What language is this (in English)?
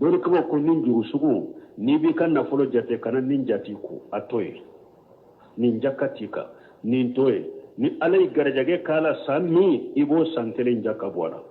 Bambara